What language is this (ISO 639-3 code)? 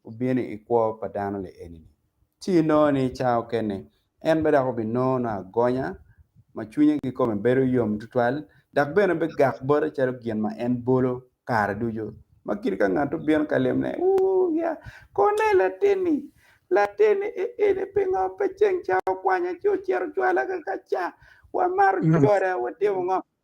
ach